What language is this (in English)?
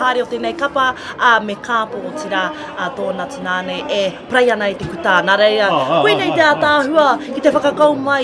Māori